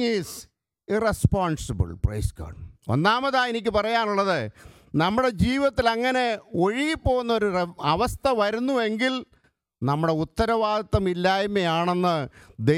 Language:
Malayalam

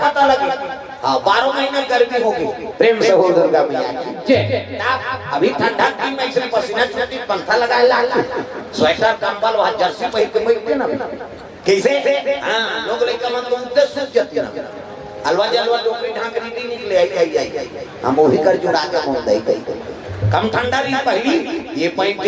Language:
Chhattisgarhi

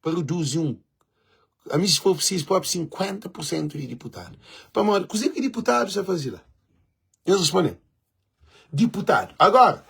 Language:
Kabuverdianu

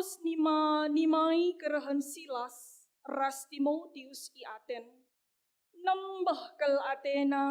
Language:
Batak Karo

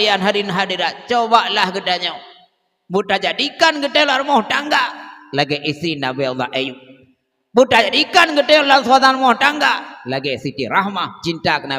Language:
Achinese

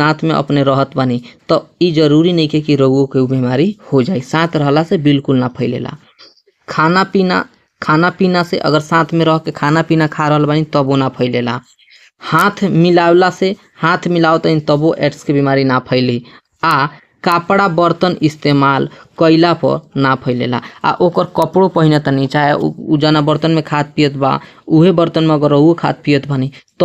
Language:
Bhojpuri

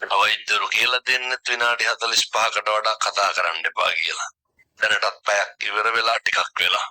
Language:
Sinhala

